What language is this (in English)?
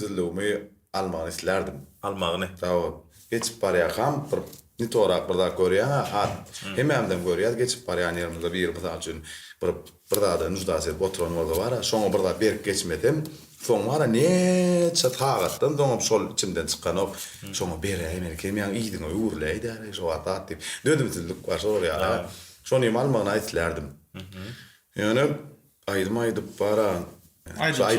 Turkmen